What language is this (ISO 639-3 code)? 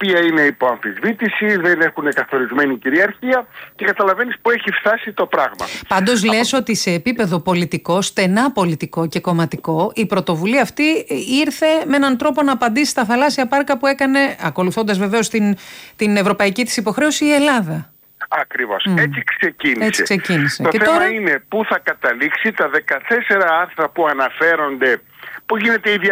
ell